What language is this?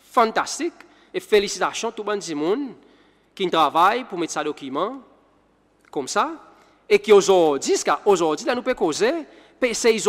Seselwa Creole French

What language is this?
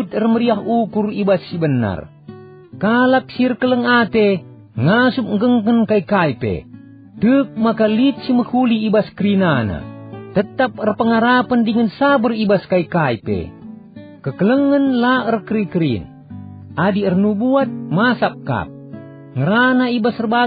Batak Karo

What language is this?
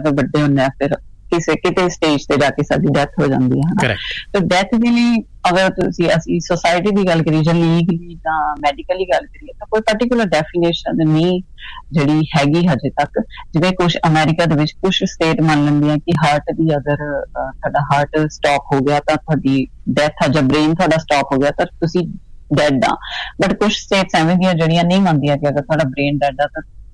Punjabi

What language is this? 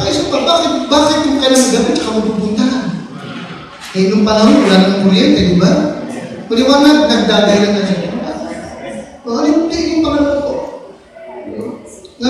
Filipino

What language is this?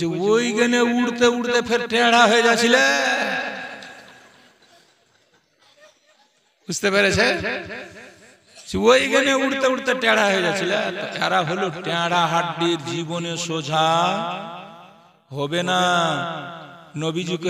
Bangla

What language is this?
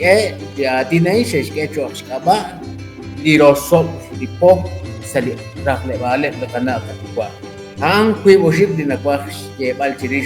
Kekchí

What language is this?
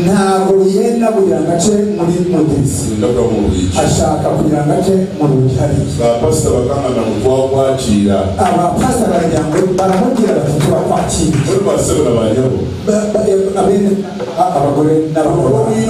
Nyankole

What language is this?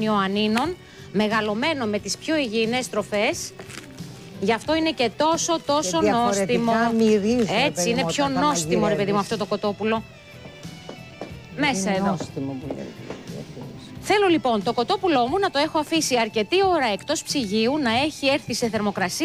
Greek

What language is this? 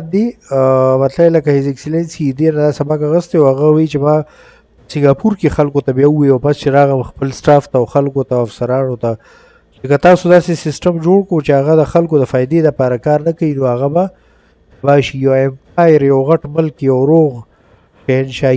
Pashto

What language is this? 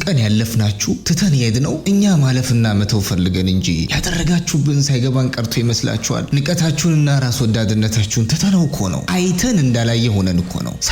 Amharic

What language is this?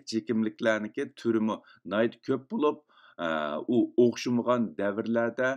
Uyghur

